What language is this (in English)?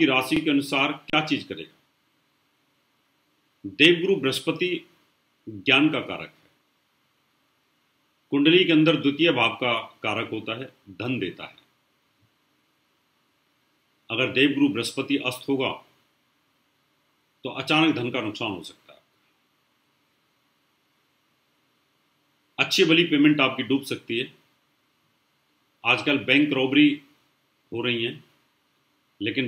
Hindi